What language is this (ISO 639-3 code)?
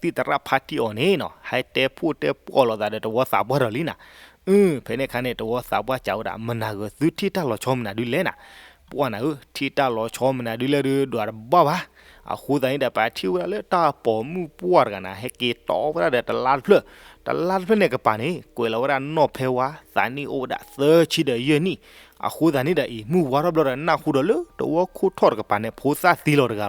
ksw